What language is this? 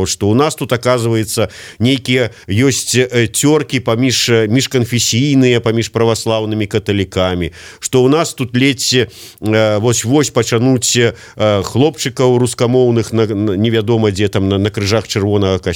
Belarusian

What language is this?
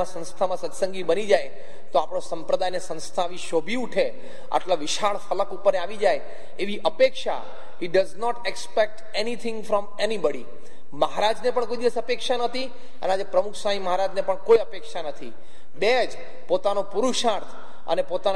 Gujarati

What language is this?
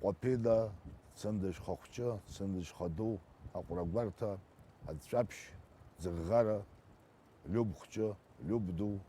Abkhazian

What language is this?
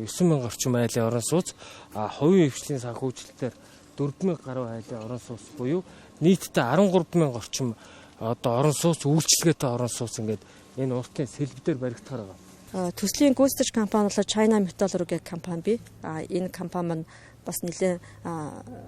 Mongolian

